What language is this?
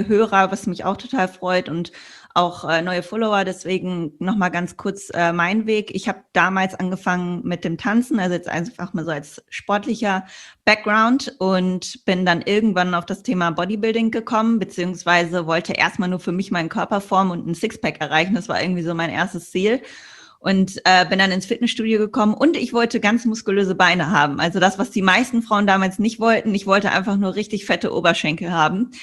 German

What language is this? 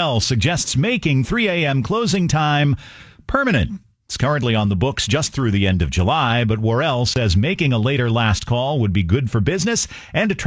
English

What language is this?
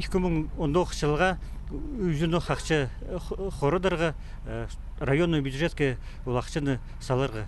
Khakas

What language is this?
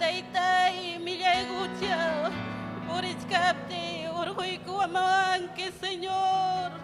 Ayacucho Quechua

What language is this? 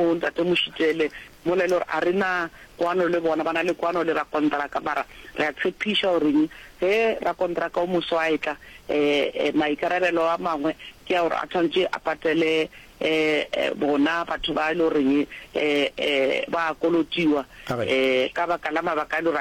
Northern Sotho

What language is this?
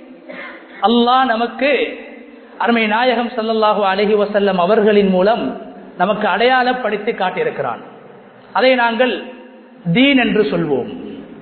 Tamil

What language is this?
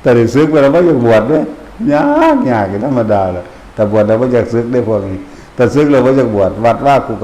Northeastern Thai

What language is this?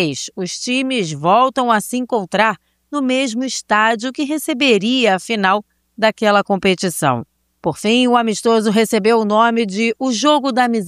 Portuguese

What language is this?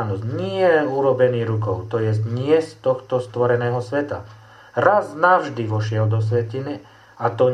Slovak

